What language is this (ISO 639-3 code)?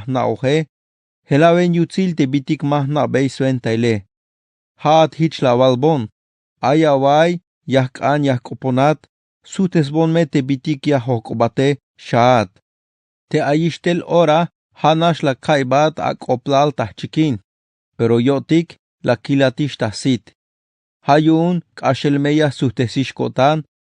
tzh